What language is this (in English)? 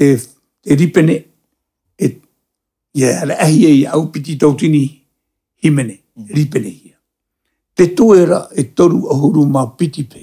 Tahitian